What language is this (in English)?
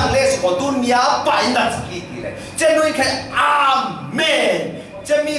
Falam Chin